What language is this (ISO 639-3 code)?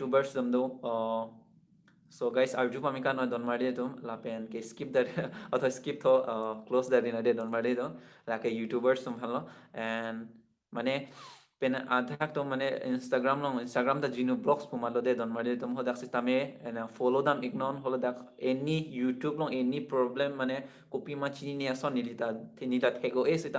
mjw